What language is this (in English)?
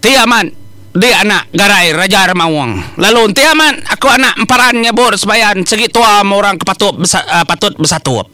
Iban